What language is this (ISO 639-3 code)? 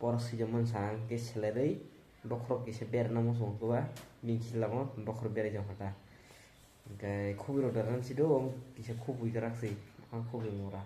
trp